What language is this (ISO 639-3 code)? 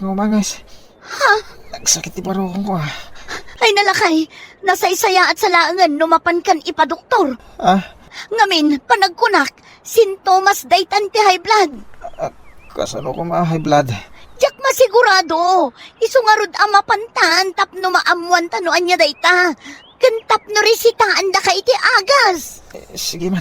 ilo